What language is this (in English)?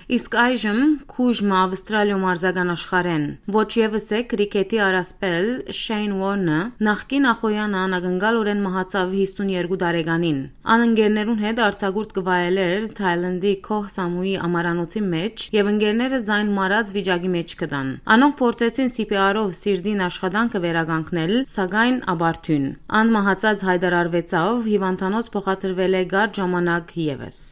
Western Armenian